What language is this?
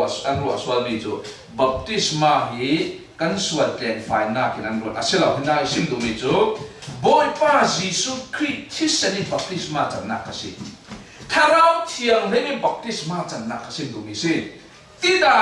Falam Chin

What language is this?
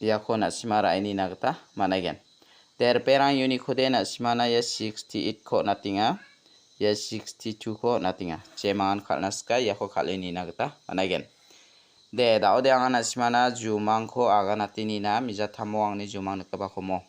Garo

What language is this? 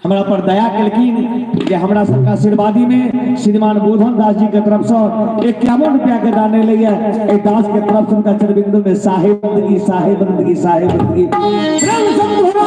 Maithili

